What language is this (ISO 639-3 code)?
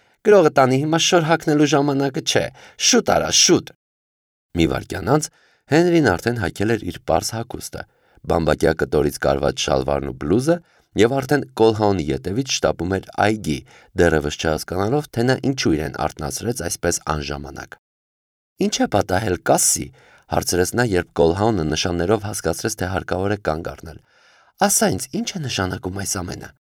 hye